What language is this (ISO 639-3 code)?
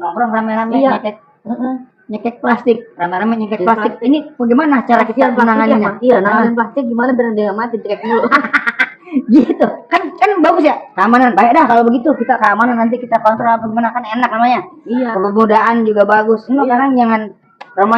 bew